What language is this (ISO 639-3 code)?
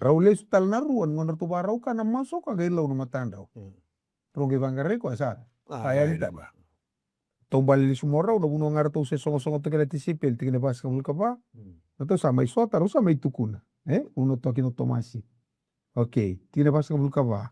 fij